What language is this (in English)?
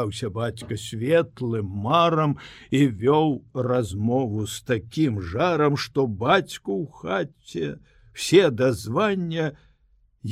Belarusian